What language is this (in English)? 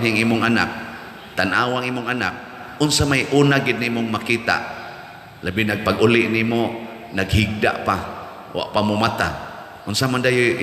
Cebuano